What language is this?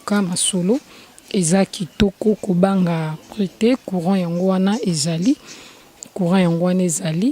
Lingala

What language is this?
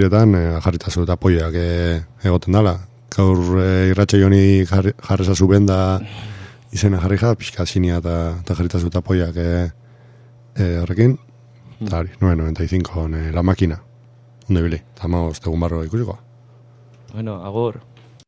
Basque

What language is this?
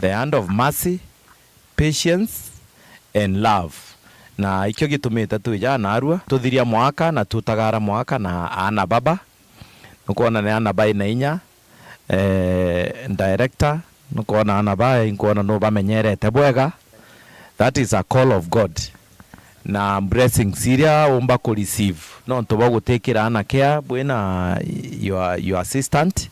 Meru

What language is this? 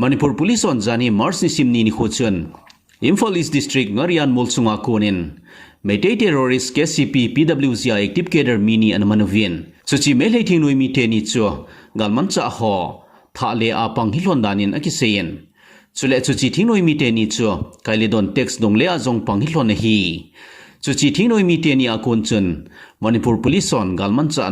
Thado Chin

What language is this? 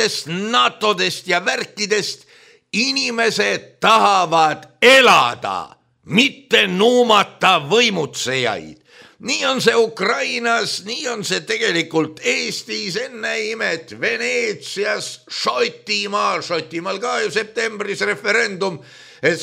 Estonian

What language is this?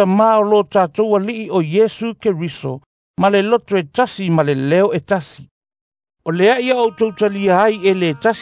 Samoan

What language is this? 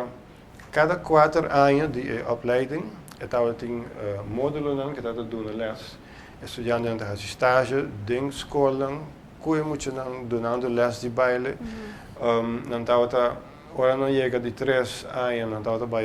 Papiamento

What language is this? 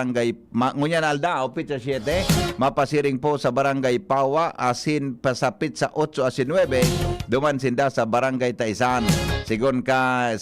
Bikol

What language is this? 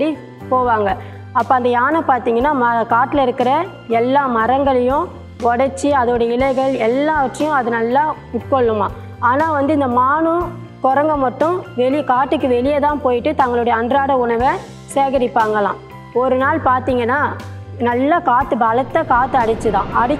Tamil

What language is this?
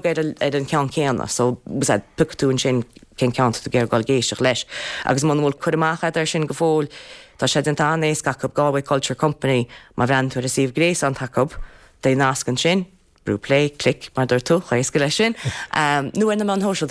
Irish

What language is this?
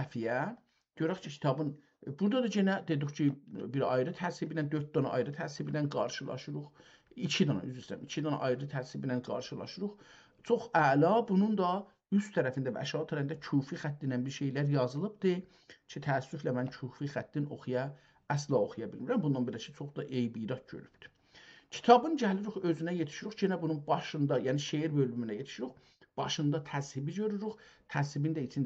South Azerbaijani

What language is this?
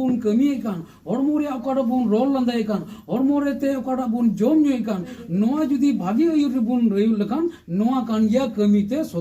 Santali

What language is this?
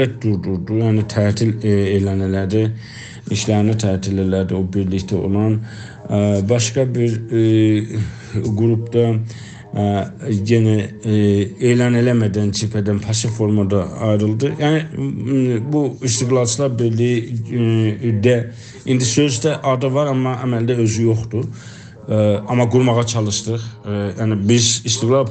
South Azerbaijani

